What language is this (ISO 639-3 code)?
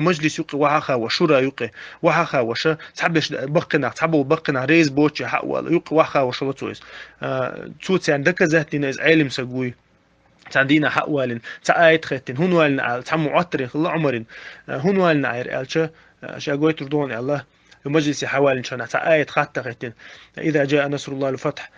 che